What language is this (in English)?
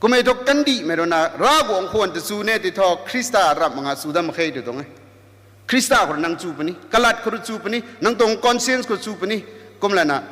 Rongmei Naga